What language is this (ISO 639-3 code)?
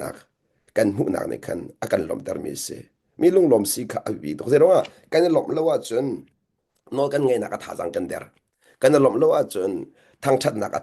cnh